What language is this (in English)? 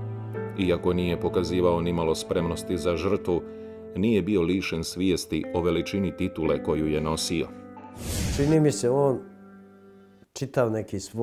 Croatian